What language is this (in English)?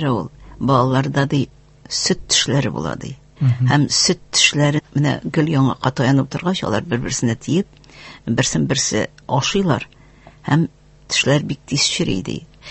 Tatar